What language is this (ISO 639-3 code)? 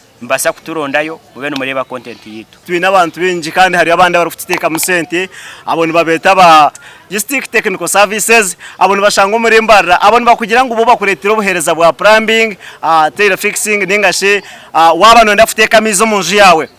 nyn